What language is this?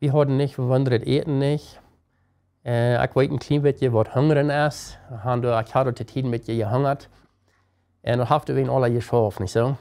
Plautdietsch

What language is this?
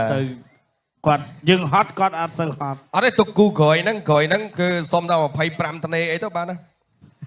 Khmer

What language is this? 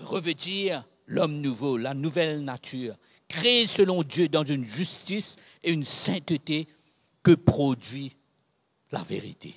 Morisyen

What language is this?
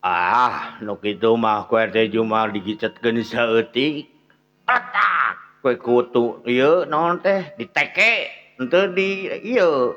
Sundanese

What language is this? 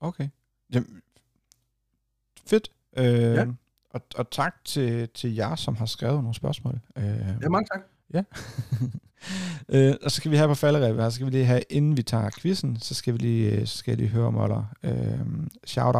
Danish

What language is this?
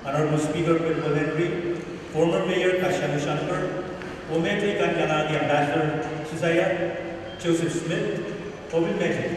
Pohnpeian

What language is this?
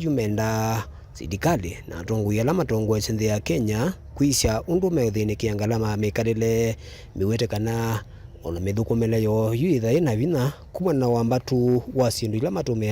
Kamba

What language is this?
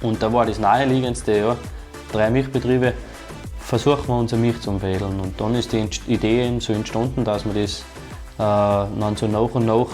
Bavarian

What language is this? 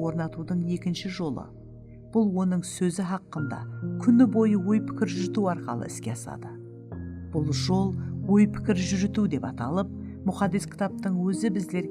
Kara-Kalpak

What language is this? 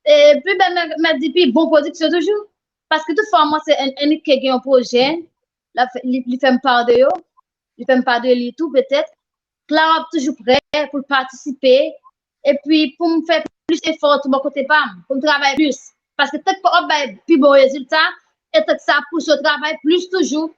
Haitian Creole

